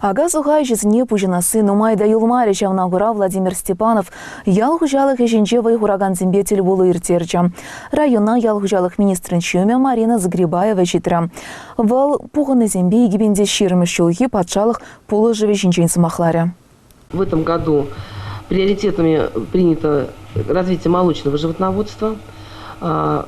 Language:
Chuvash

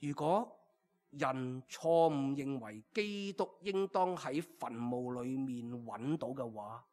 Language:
Cantonese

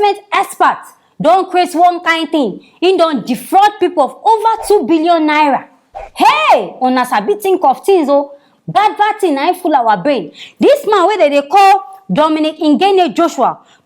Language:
Nigerian Pidgin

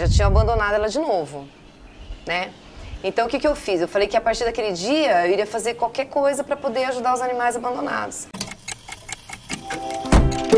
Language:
Portuguese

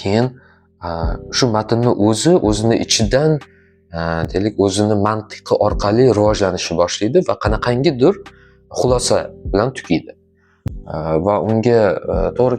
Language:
Uzbek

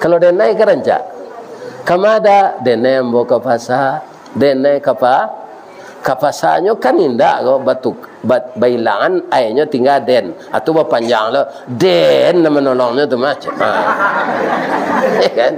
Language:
Minangkabau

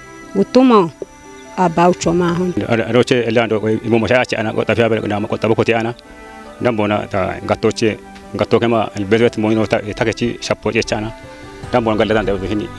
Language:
Kafa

